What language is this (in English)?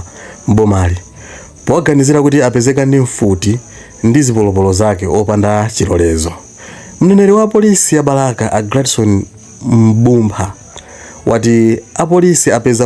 Nyanja